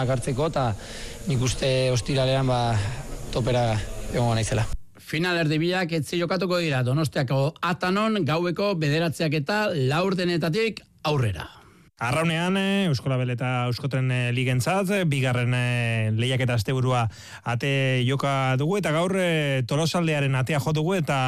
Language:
Basque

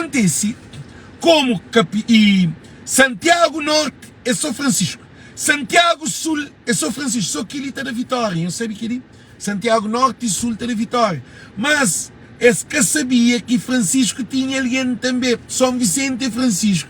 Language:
Kabuverdianu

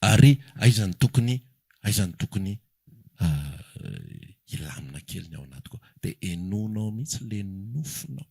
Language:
Malagasy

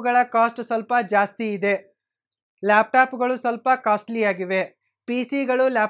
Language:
Kannada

